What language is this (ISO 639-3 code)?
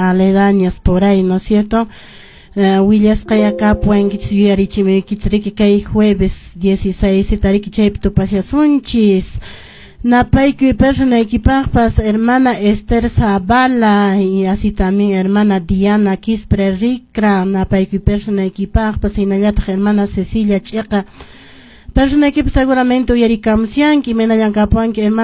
que